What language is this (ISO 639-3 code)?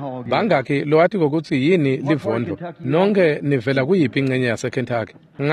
ssw